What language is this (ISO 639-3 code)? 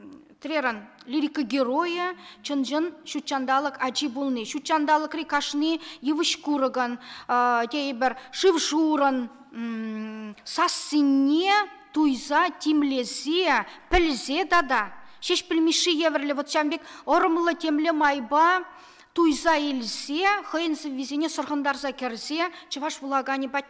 chv